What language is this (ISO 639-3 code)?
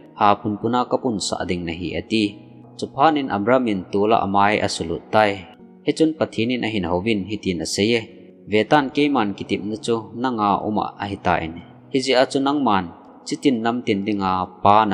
tcz